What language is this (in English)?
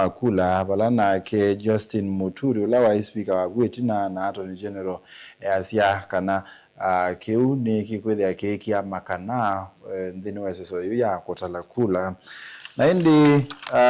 Kamba